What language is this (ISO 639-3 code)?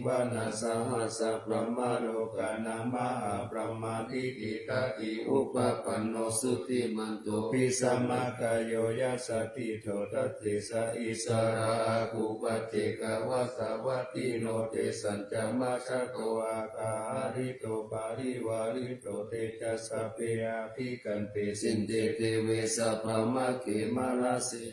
pli